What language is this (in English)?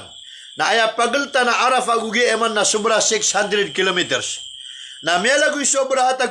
Maranao